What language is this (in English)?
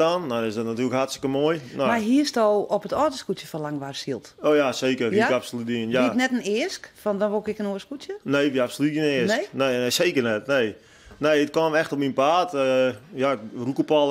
Western Frisian